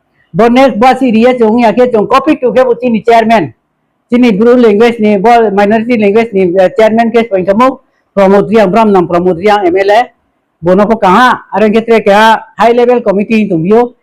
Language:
Riang (India)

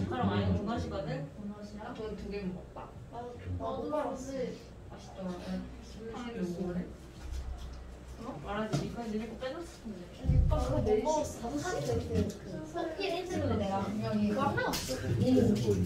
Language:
Korean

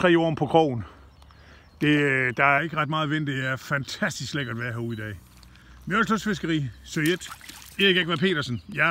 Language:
Danish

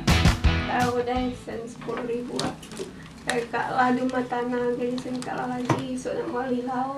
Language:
Musi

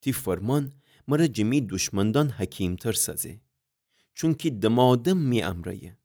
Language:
Gilaki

